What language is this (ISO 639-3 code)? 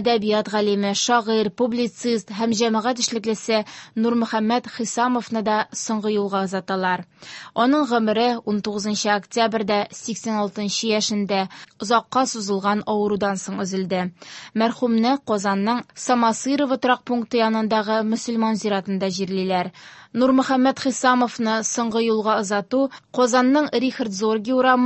tat